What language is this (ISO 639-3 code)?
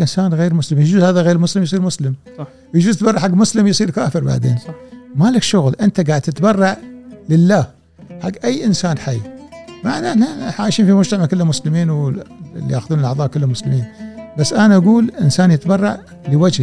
afb